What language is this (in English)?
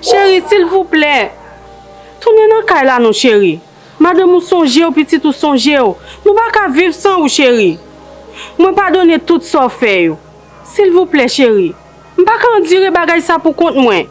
Haitian Creole